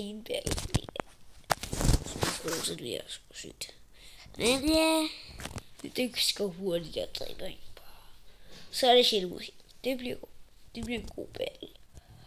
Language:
Danish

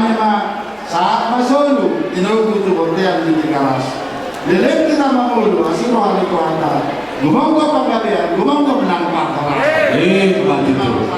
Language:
Batak Toba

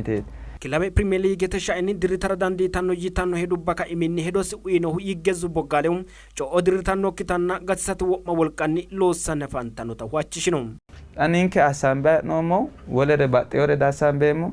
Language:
Sidamo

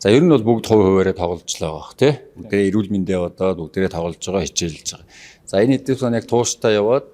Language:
Mongolian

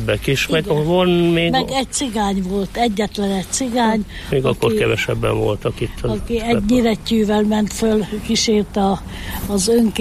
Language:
Hungarian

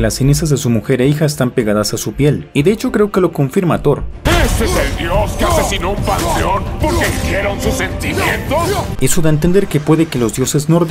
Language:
Spanish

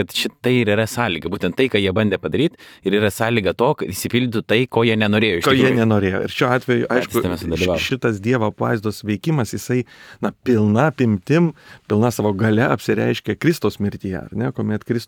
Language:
Lithuanian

